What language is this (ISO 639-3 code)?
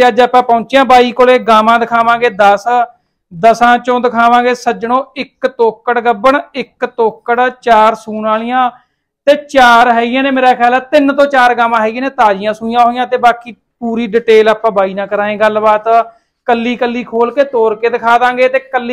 pan